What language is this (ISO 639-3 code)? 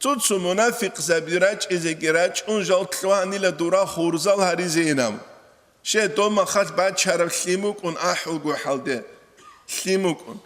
ava